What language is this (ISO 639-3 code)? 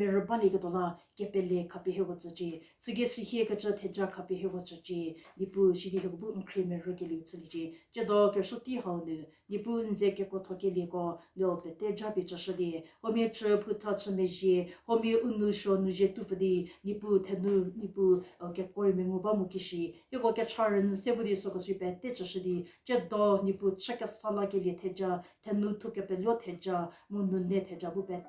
njm